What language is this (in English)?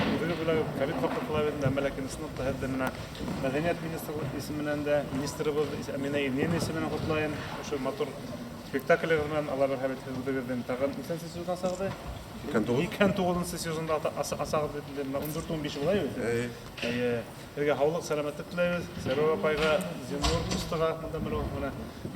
Bashkir